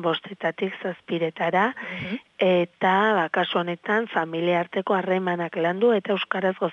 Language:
Basque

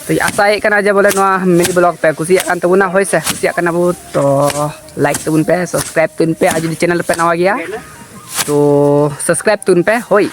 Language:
Santali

